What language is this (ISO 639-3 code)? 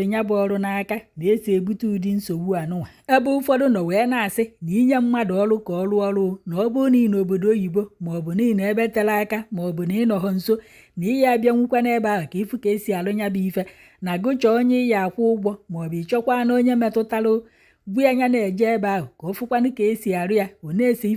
ibo